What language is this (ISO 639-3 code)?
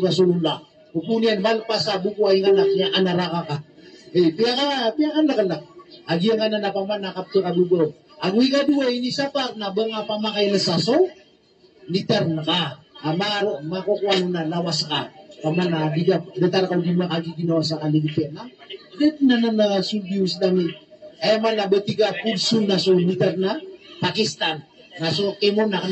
mrw